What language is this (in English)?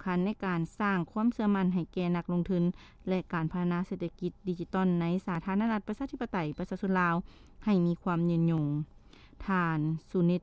Lao